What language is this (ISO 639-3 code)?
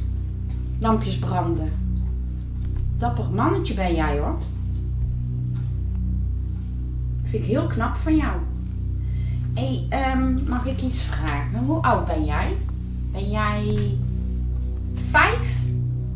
nld